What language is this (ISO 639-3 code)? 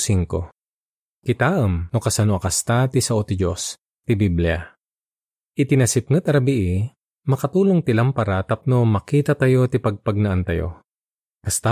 ilo